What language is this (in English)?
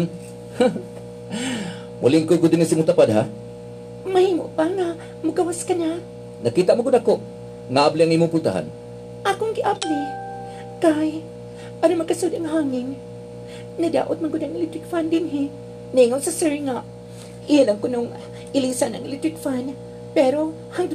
Cebuano